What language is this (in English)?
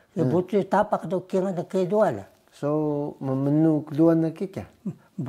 Taroko